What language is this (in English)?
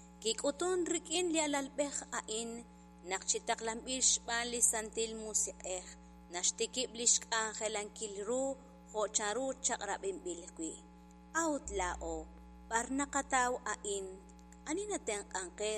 Kekchí